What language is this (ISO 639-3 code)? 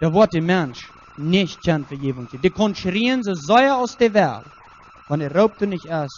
pdt